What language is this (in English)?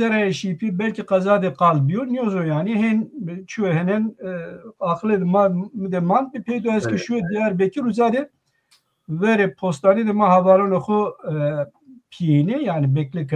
Zaza